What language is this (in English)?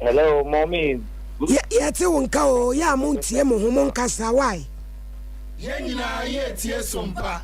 Akan